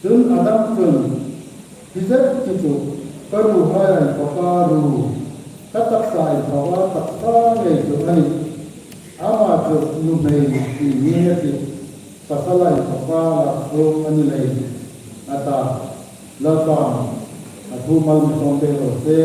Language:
Hmar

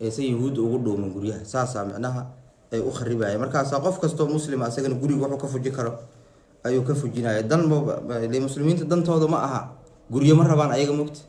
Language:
Somali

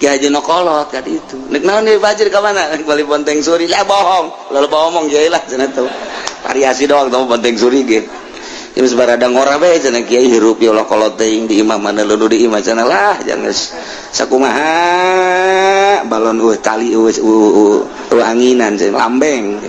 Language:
Sundanese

